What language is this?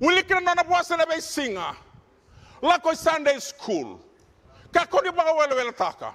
Fijian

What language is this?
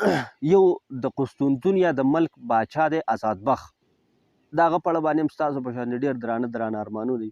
Pashto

